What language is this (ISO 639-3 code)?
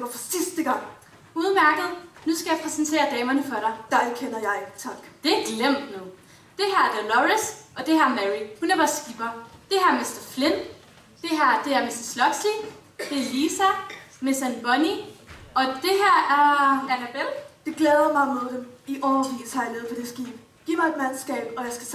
dan